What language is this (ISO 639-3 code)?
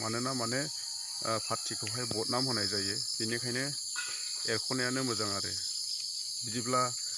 brx